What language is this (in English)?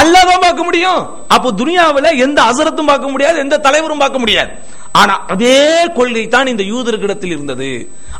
Tamil